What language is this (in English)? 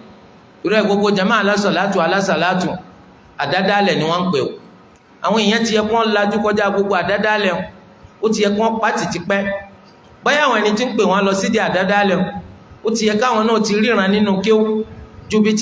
Yoruba